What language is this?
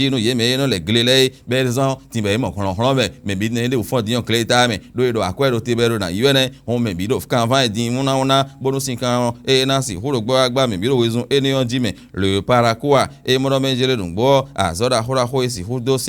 Fon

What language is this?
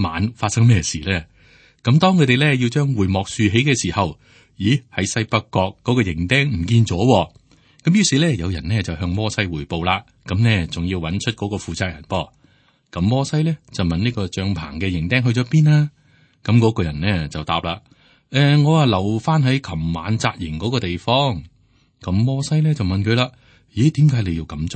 Cantonese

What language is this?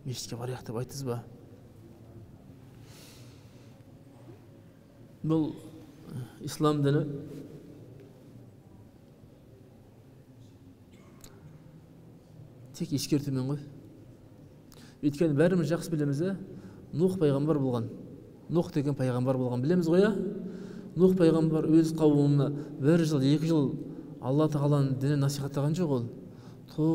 Kazakh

